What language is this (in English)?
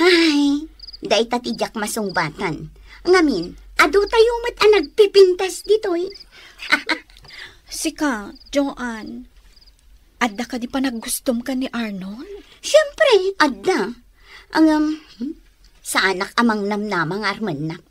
Iloko